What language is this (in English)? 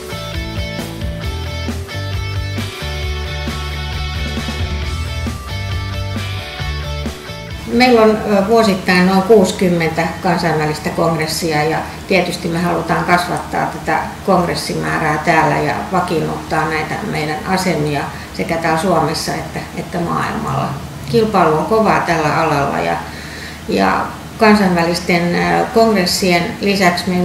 Finnish